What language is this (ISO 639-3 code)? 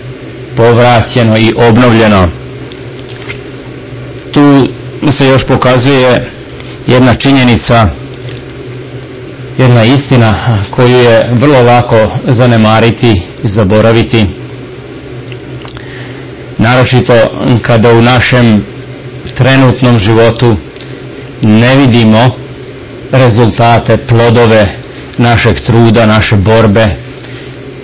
srp